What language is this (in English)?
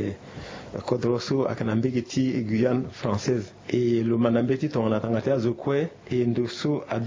Sango